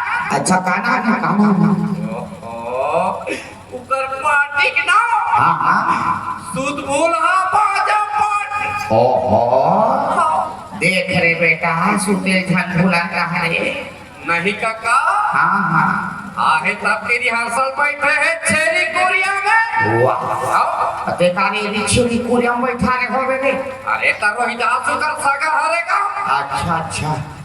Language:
Chhattisgarhi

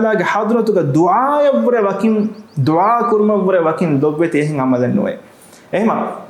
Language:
Divehi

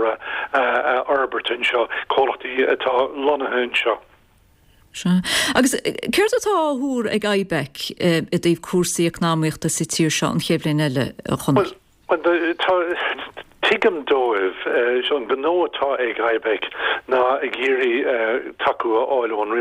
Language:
Irish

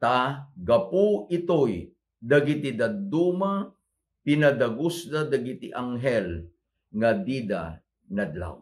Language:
Iloko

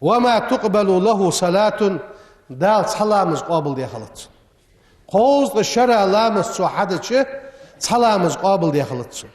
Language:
Ingush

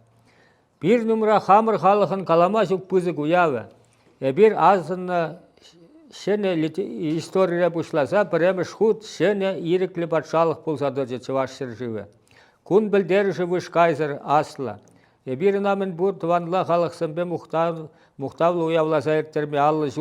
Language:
Chuvash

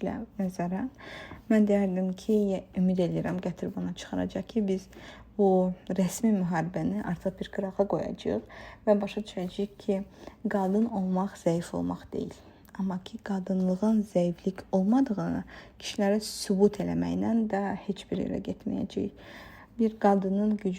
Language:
Azerbaijani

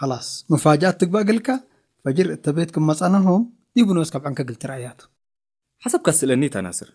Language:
Tigre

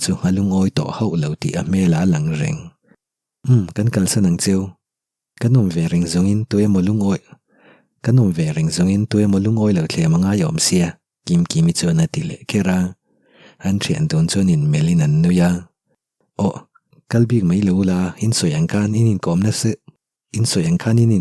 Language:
Mizo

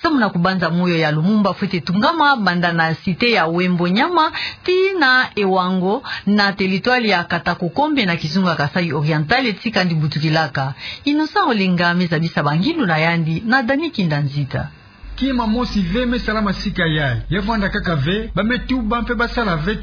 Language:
Kituba (Democratic Republic of Congo)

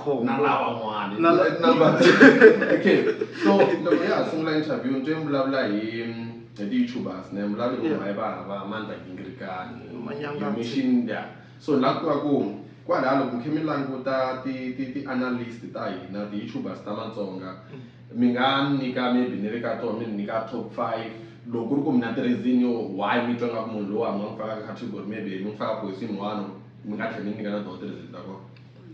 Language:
Tsonga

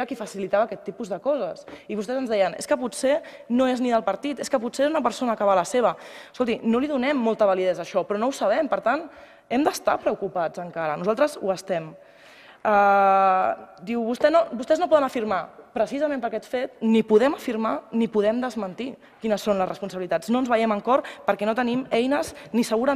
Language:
Catalan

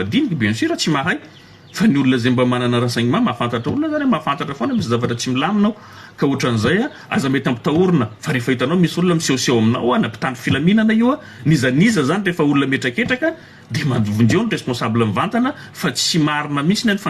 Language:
Malagasy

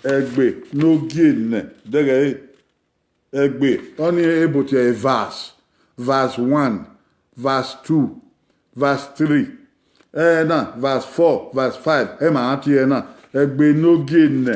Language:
Bini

